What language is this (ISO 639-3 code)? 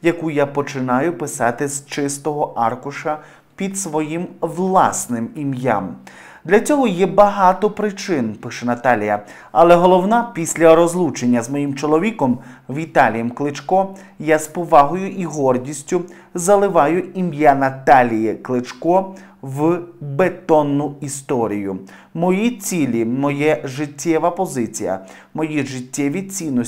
ukr